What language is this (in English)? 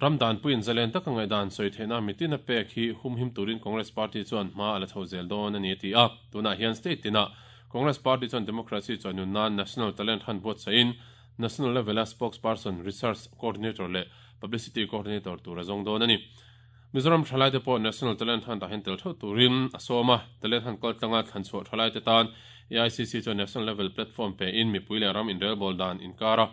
Mizo